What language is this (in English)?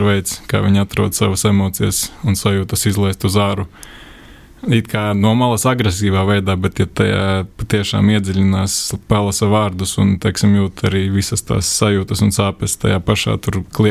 Latvian